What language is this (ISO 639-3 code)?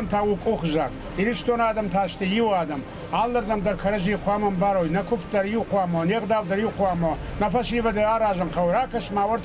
oss